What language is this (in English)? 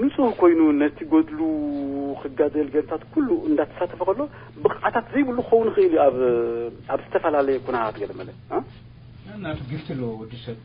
Tigrinya